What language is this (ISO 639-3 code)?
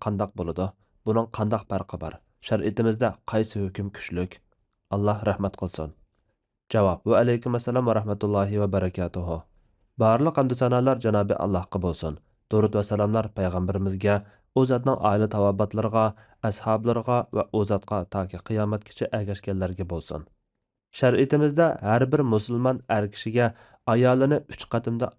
uig